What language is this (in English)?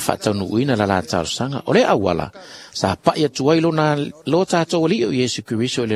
Samoan